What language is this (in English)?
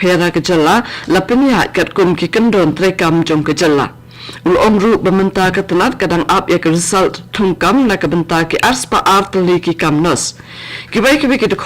Khasi